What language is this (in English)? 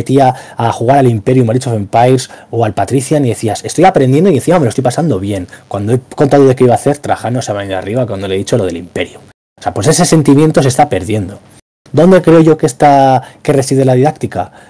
Spanish